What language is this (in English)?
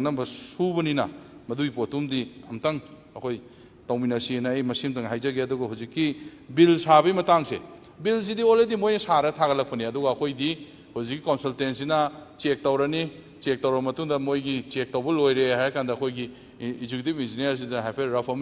Manipuri